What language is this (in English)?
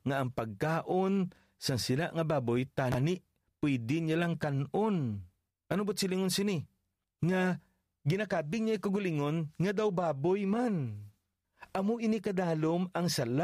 Hiligaynon